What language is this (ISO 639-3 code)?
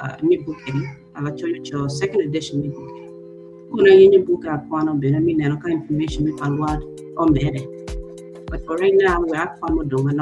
ach